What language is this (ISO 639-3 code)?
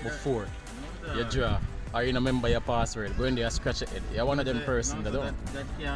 jam